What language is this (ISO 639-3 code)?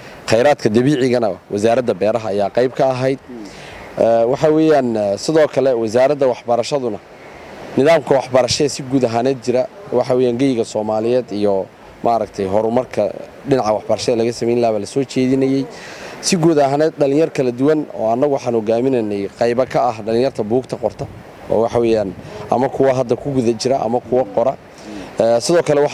som